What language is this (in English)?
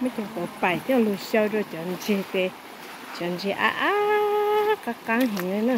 Hmong